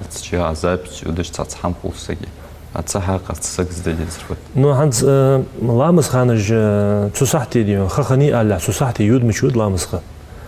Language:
Ingush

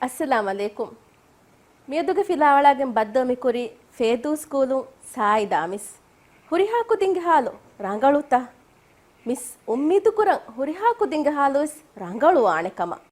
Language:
Divehi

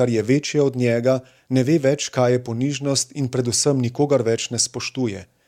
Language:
Slovenian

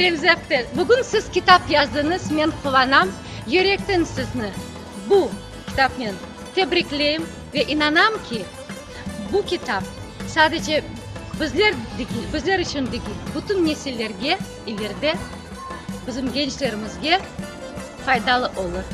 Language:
Crimean Tatar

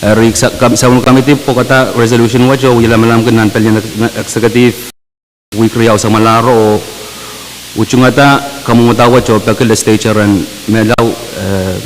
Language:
Pohnpeian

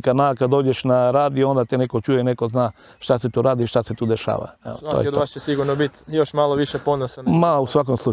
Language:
Croatian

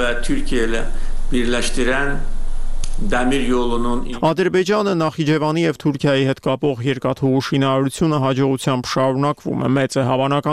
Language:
Armenian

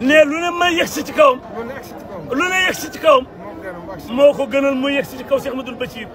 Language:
Wolof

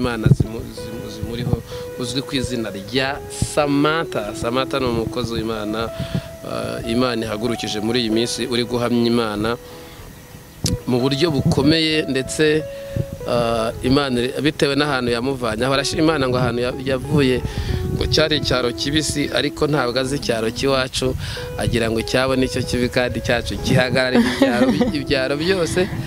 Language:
Kinyarwanda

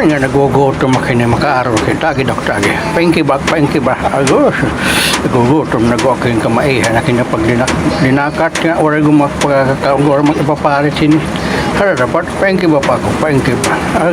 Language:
Waray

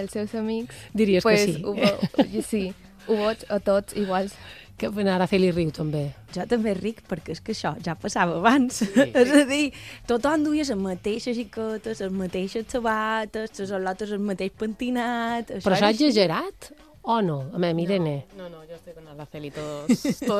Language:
Catalan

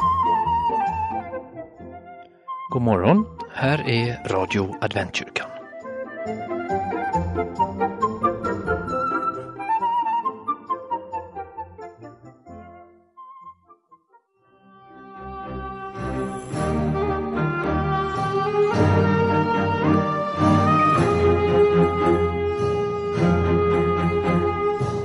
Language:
Swedish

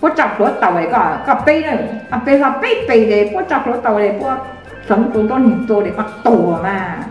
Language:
Hmong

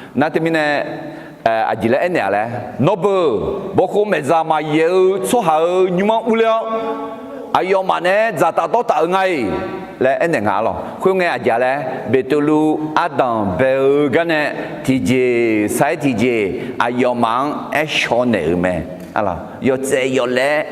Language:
Akha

